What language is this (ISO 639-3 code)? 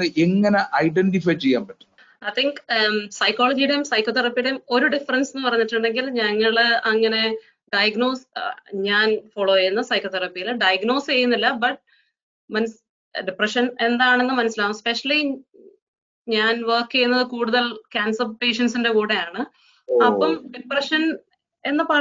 mal